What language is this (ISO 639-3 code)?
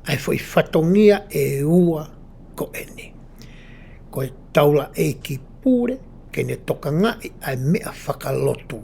ton